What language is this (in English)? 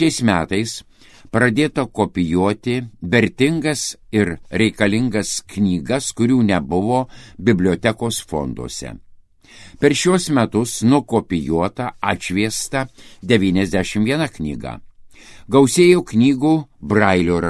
Lithuanian